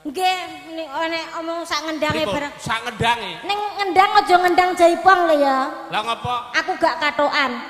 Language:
Javanese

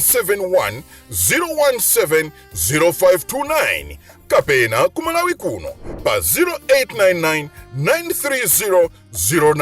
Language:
Nyanja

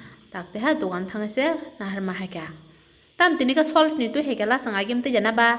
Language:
Kok Borok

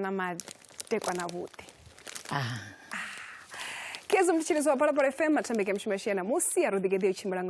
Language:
Venda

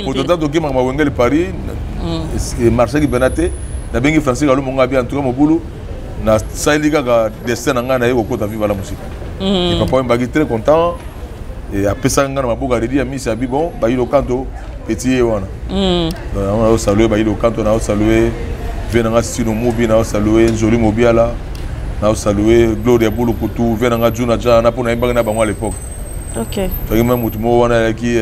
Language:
Lingala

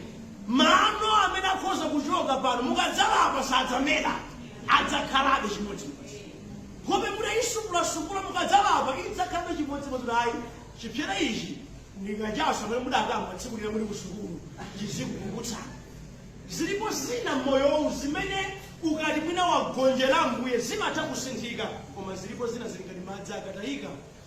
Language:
Nyanja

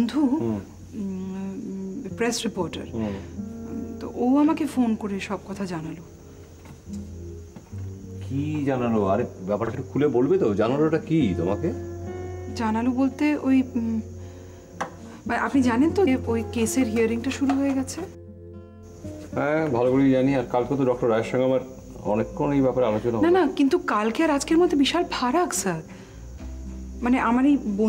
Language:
Bangla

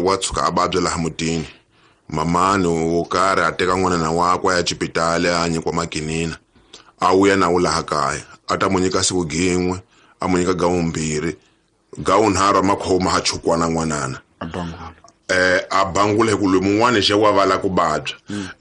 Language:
Tsonga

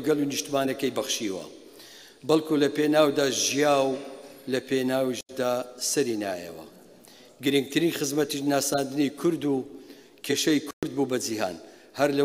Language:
Central Kurdish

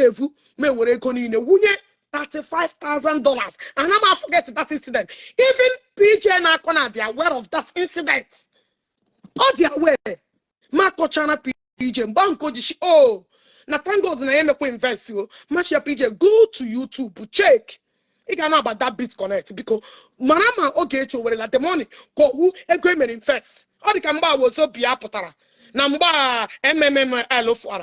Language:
Igbo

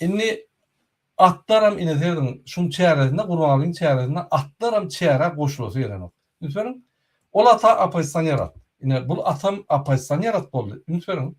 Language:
Turkmen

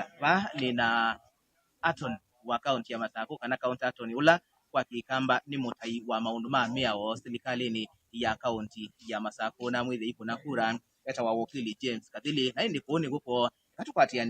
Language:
Kamba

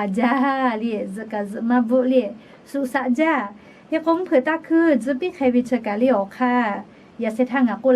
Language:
Lahu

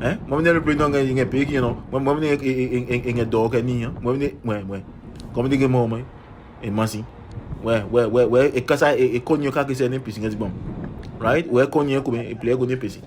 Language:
Adangme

